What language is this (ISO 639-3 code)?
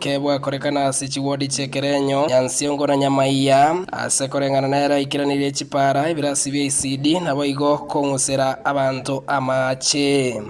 guz